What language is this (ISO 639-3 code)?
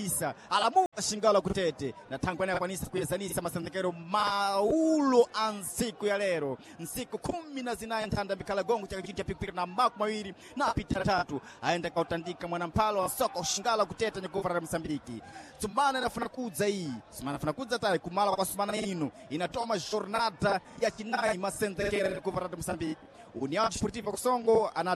seh